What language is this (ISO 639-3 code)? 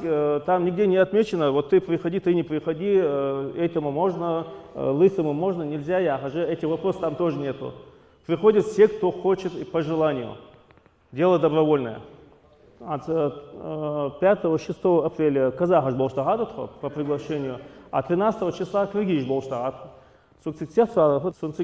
inh